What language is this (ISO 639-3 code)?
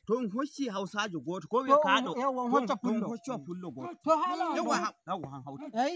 fuv